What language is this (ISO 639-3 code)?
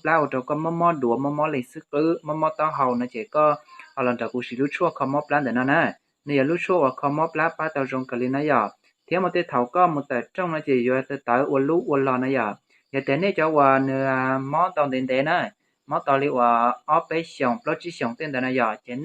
hmn